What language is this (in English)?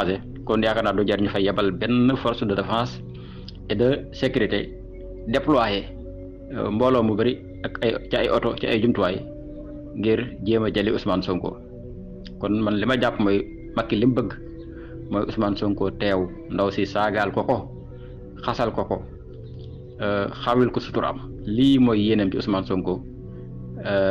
Wolof